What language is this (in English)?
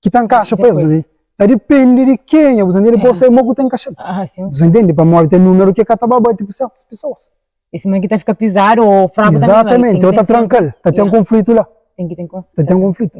Kabuverdianu